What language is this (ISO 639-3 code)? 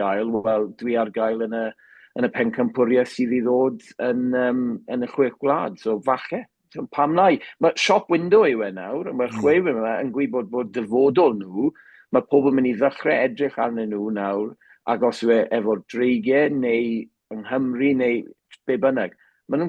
cym